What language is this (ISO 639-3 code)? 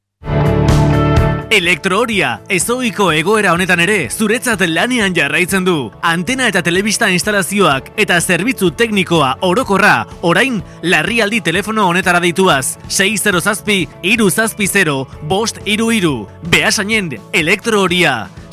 eus